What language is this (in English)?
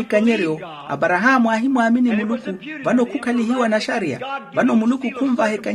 Makhuwa